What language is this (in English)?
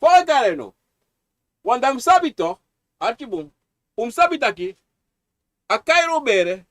Sranan Tongo